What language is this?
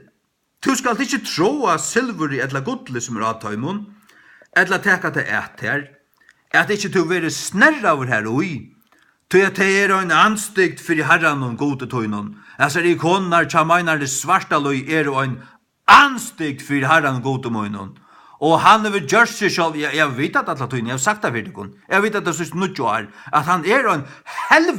Faroese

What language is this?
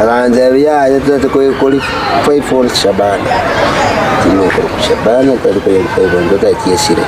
Gusii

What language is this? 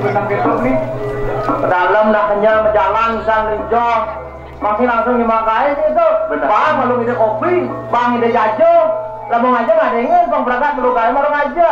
Balinese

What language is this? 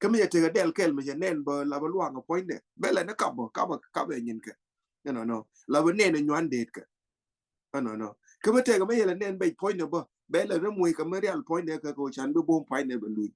Nuer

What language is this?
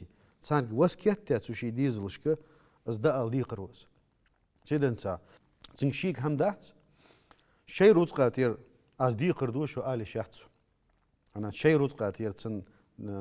Ingush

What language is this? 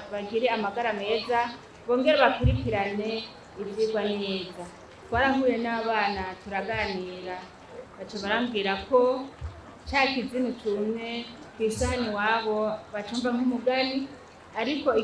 Rundi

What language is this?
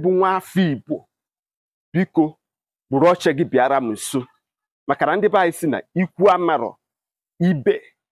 Igbo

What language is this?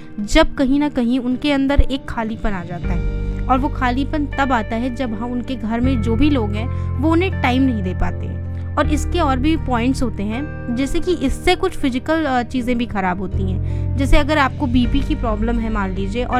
Hindi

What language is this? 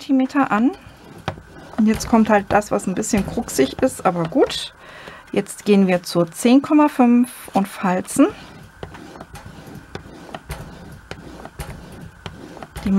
German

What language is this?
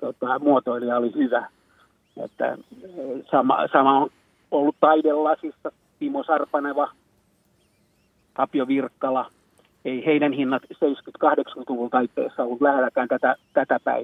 Finnish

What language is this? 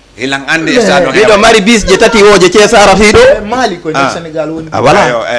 Fula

